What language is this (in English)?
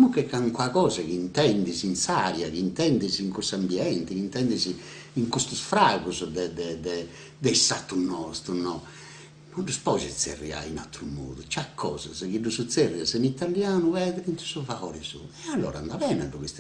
Sardinian